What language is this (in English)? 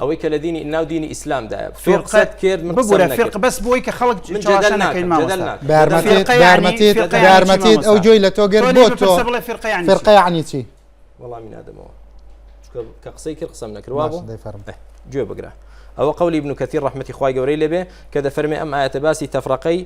Central Kurdish